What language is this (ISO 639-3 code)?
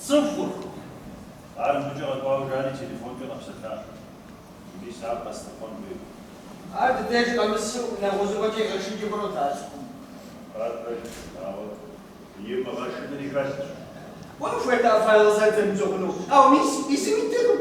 kbd